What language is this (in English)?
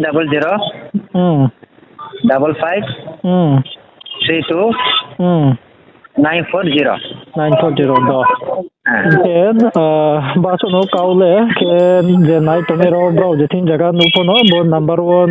Riang (India)